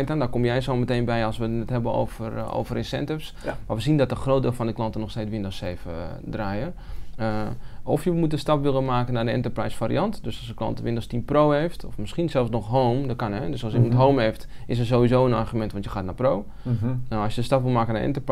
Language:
Dutch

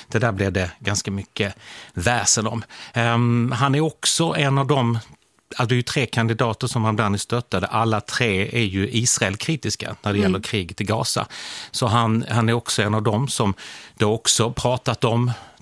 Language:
Swedish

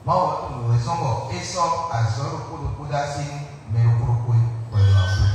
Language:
Fon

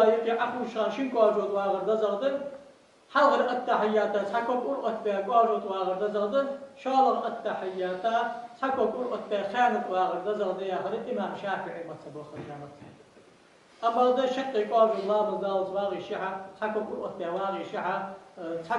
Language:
Ingush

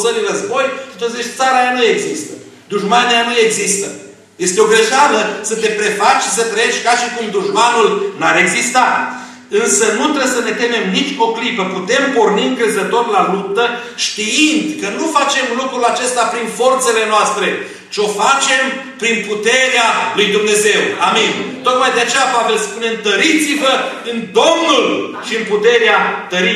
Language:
Romanian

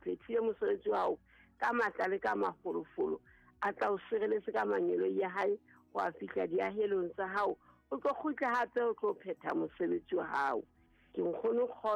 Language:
Southern Sotho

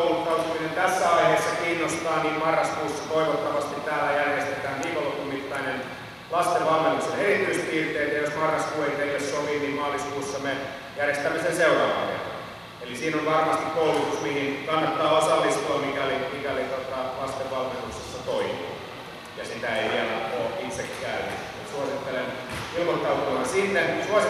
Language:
Finnish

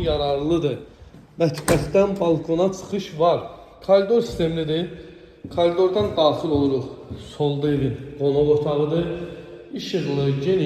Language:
Azerbaijani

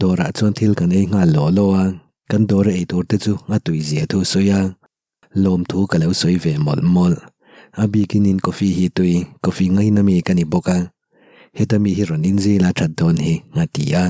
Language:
Mizo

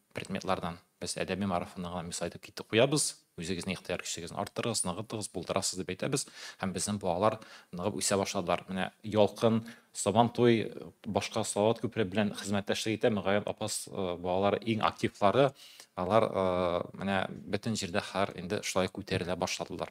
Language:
Tatar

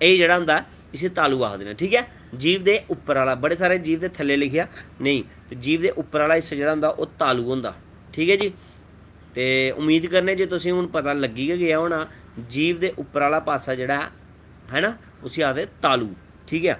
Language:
Dogri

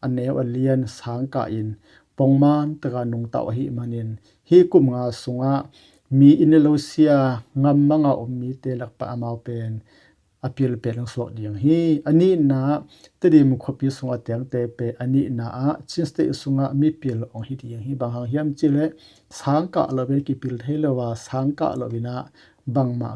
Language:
Tedim Chin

